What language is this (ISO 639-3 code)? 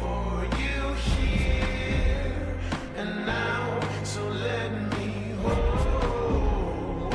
kaa